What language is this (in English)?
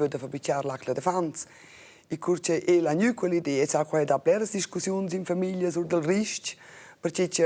Romansh